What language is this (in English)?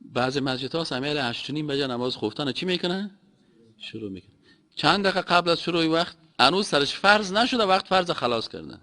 Persian